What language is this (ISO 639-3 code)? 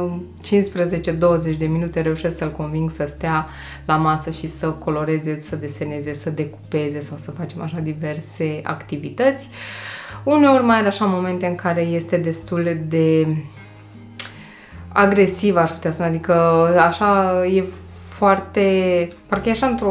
ron